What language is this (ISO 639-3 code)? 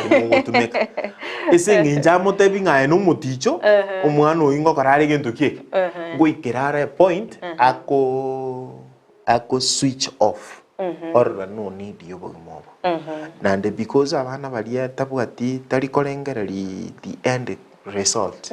guz